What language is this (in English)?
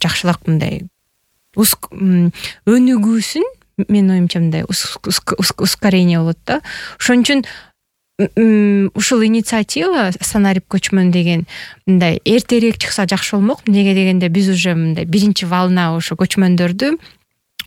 Kyrgyz